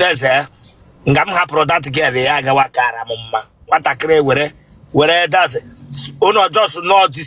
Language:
Igbo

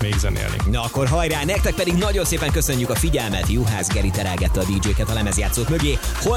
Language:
Hungarian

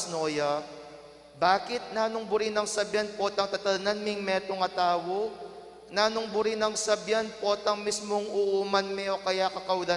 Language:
Pampanga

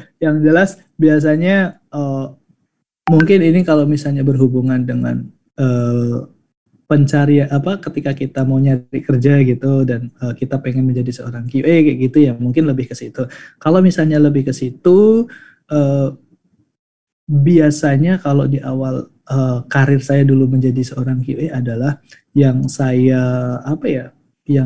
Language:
Indonesian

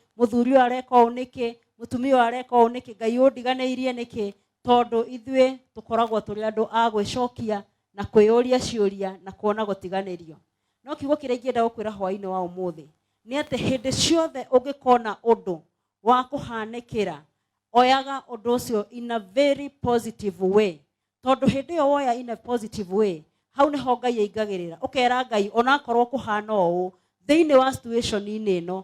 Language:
Kikuyu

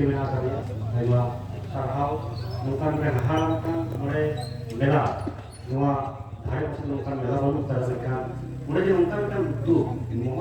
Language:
Santali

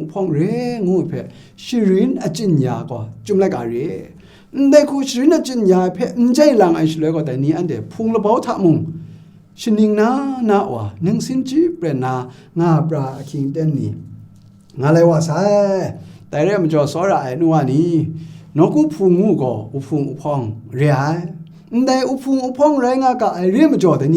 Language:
Kachin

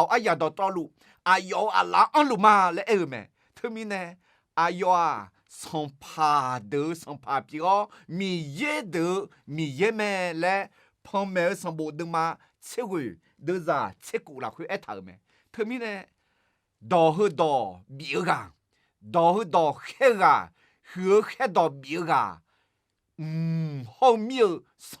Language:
Akha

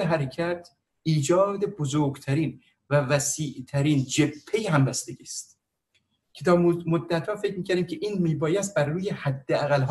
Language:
Persian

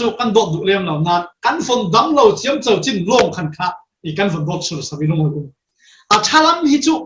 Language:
Falam Chin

